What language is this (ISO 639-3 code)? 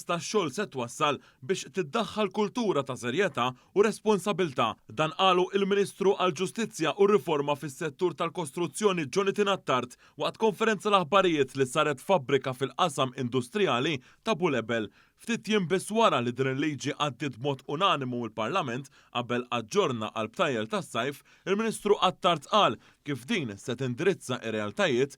mlt